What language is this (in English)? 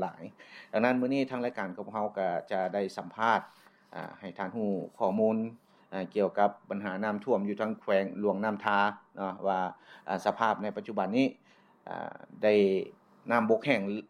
Lao